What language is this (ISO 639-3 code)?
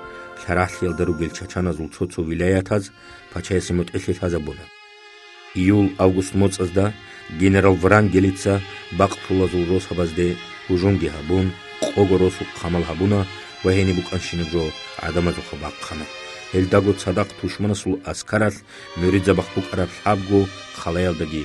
ava